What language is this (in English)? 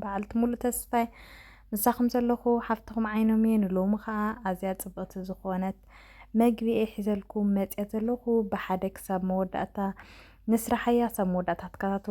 Tigrinya